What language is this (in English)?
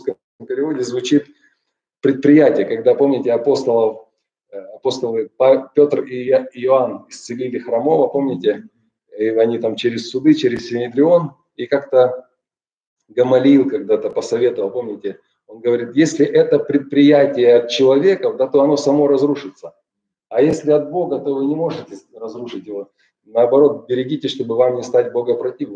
Russian